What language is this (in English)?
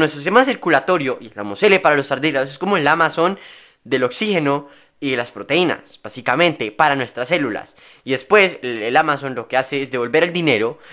Spanish